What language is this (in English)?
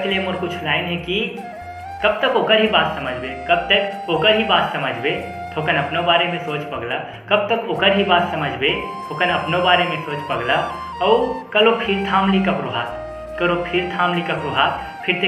Chhattisgarhi